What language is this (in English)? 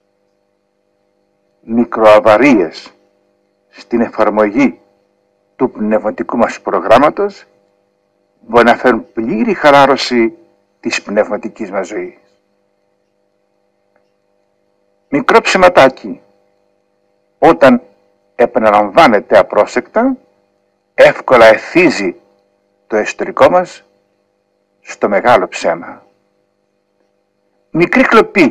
Greek